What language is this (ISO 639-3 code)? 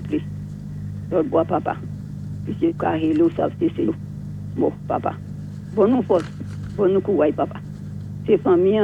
acf